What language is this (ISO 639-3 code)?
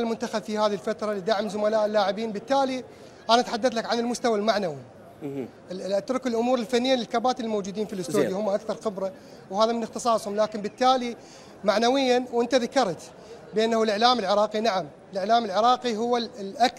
acm